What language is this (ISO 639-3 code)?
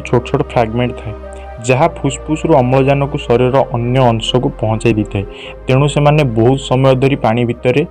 ori